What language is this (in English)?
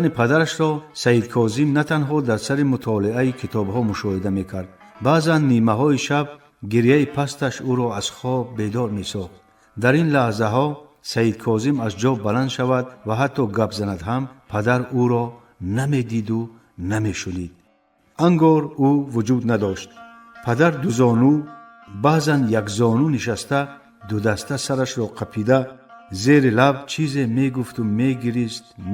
Tajik